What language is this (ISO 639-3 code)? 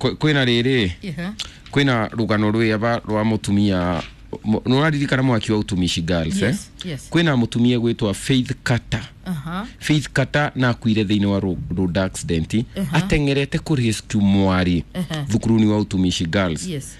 kik